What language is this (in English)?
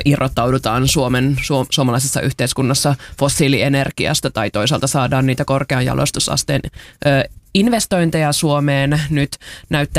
Finnish